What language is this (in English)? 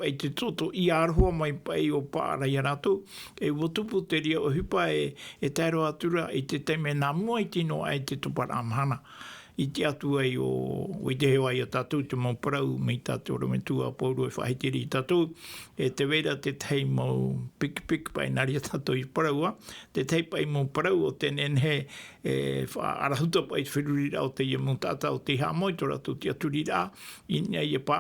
Tahitian